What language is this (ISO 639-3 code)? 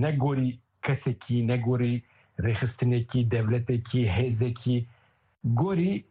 kur